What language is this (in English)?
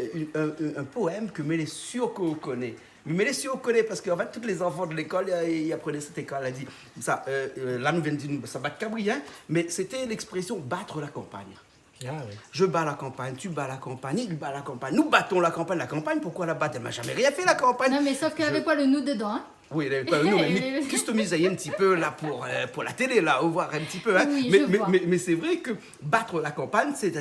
Réunion Creole French